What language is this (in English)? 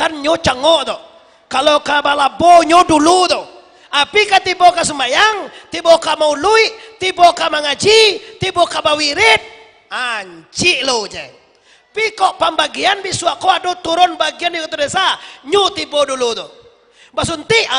Minangkabau